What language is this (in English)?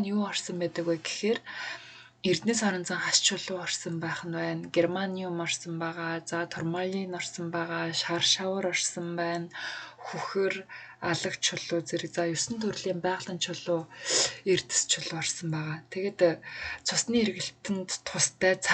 Mongolian